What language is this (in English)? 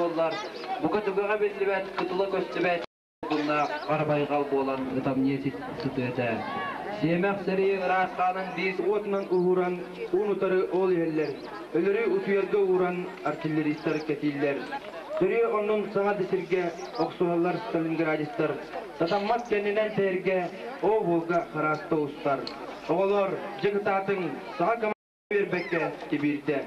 Yakut